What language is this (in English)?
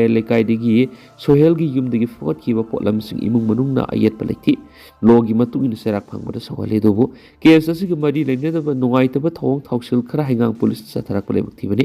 Manipuri